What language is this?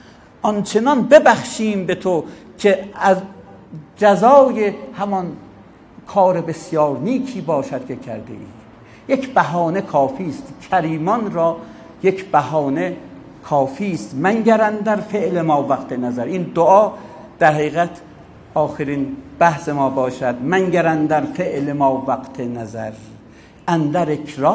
Persian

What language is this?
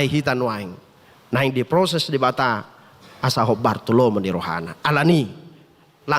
Batak Toba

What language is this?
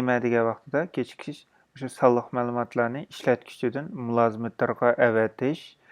Uyghur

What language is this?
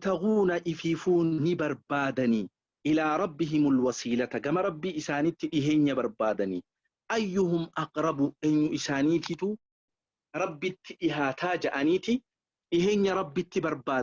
Oromo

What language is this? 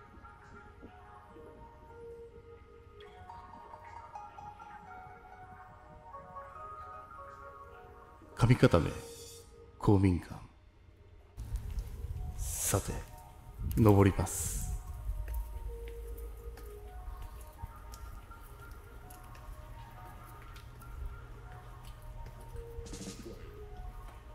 Japanese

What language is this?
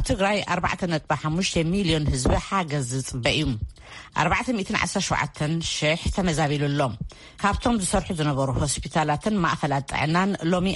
Tigrinya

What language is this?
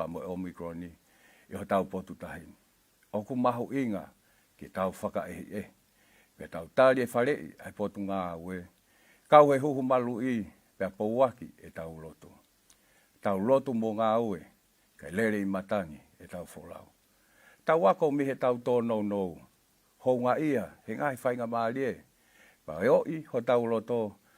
Tongan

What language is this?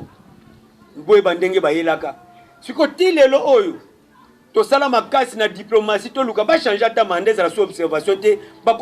Lingala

